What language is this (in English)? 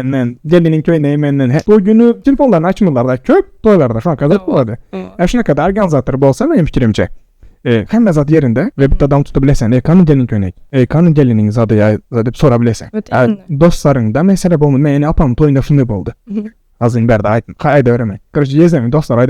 Turkmen